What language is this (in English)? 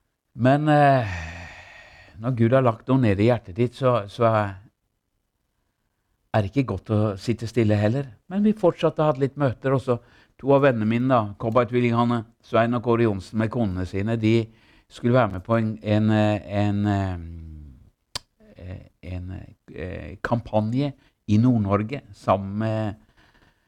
Norwegian